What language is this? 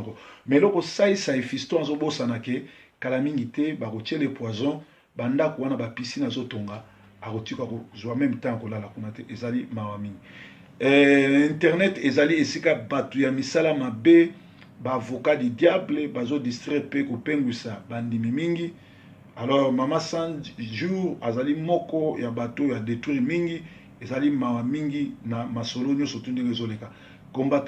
Lingala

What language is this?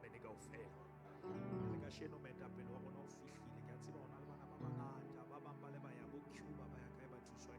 Southern Sotho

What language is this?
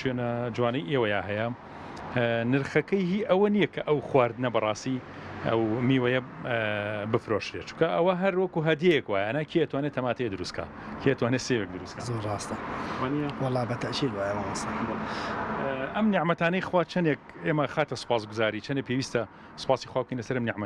Central Kurdish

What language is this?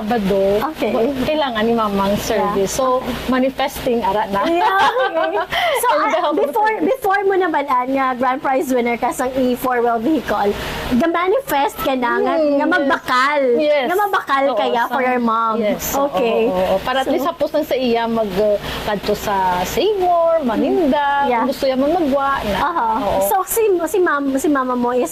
Hiligaynon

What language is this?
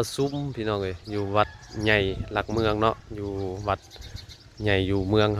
Northeastern Thai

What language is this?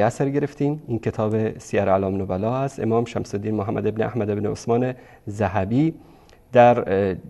Persian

